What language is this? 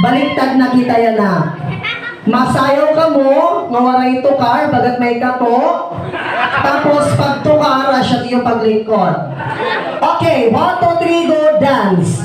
Waray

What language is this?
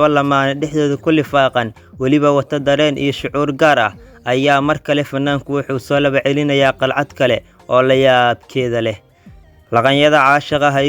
Somali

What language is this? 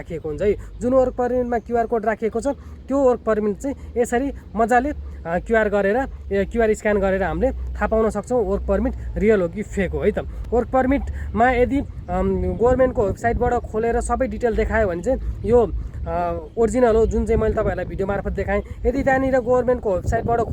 Nepali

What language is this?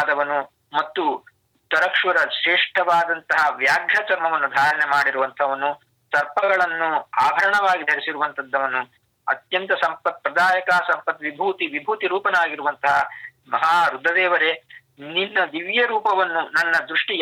Kannada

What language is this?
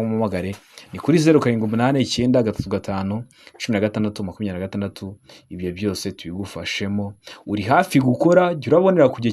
Kinyarwanda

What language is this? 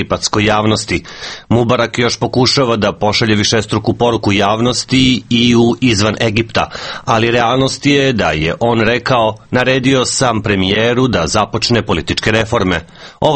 Serbian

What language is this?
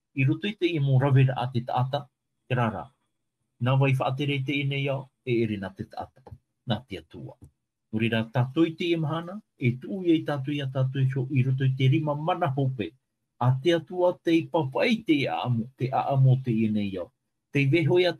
Tahitian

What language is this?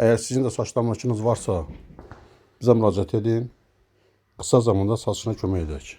Azerbaijani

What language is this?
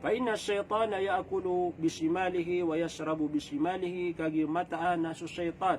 Maranao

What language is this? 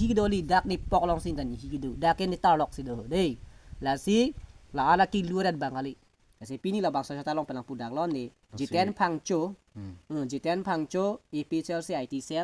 Karbi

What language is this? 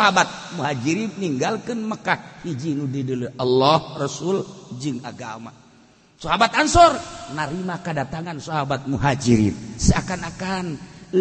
Sundanese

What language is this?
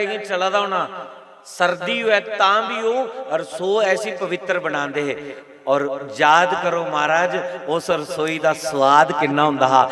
Dogri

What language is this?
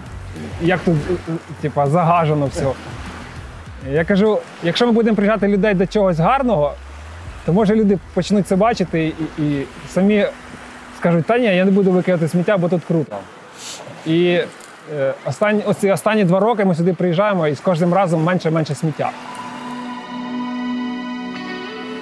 Ukrainian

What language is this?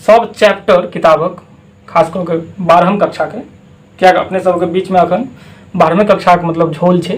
Maithili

